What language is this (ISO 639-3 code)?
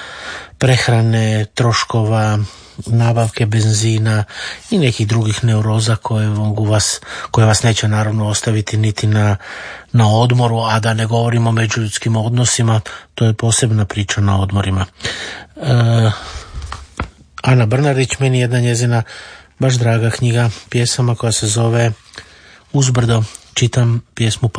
hrv